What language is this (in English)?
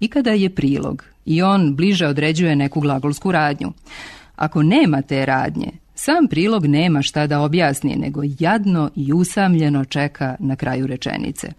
Serbian